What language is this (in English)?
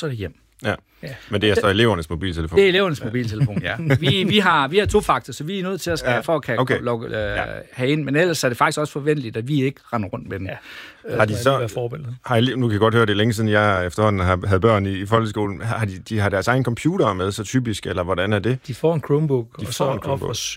Danish